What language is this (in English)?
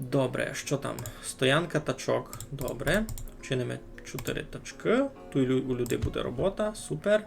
Rusyn